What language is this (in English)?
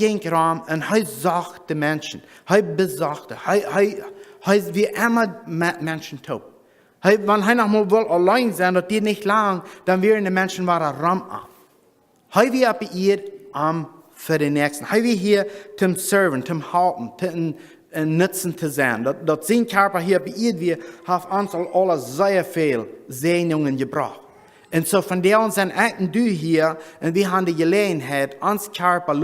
Plautdietsch